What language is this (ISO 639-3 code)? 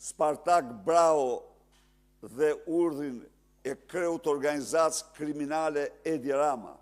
sqi